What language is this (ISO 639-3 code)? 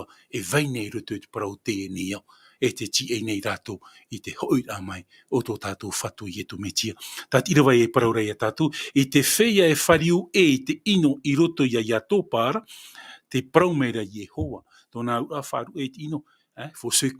tah